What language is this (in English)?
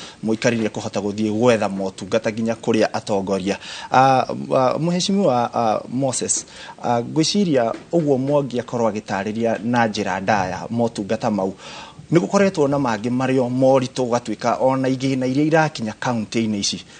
Kikuyu